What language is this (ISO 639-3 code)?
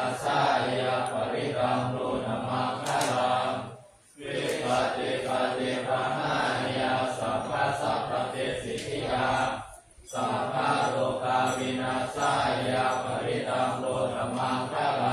pli